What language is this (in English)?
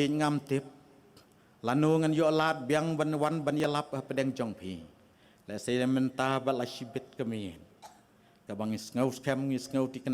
Khasi